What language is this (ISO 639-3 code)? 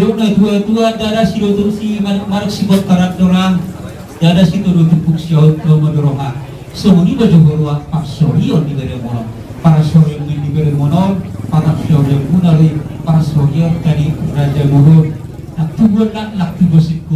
bbc